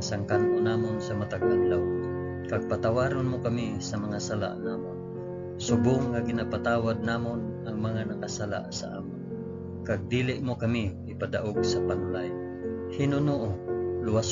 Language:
Hiligaynon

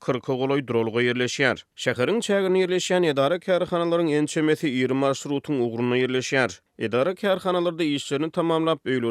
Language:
Turkmen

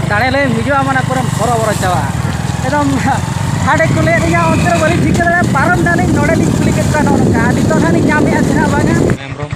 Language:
Santali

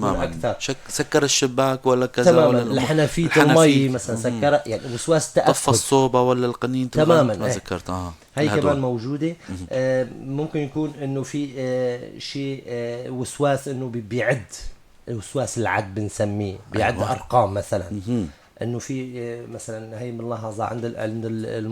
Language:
North Levantine Arabic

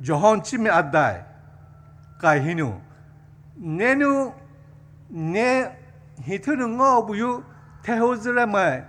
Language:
Poumei Naga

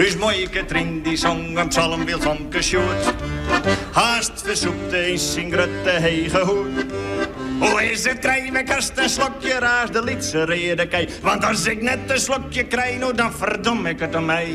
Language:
Western Frisian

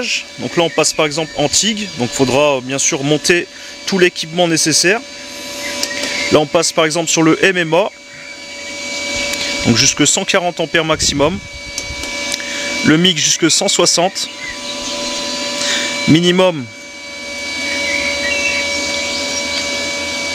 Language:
French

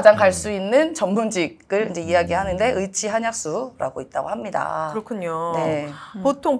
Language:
Korean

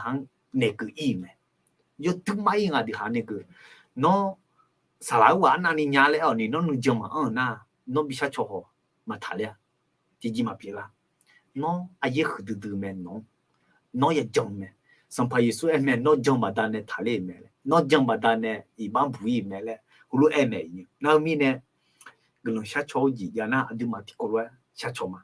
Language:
Akha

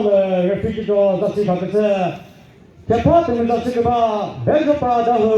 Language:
Chokri Naga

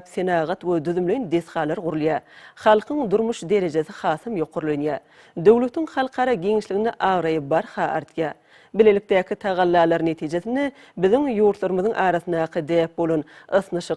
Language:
Turkmen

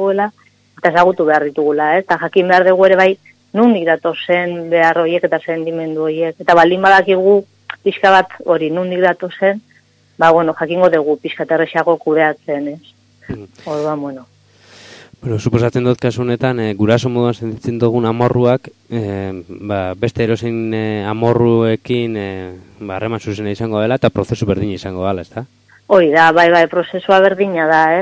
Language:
Basque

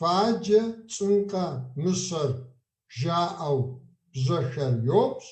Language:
Kabardian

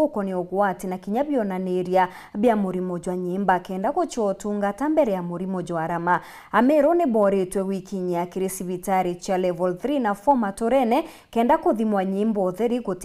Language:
Meru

